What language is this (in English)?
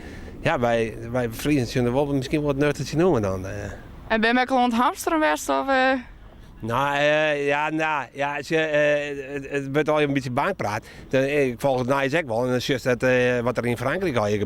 Western Frisian